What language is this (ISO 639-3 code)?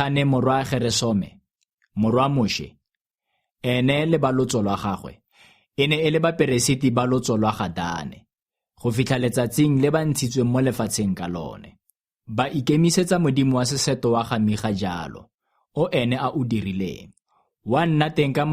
tsn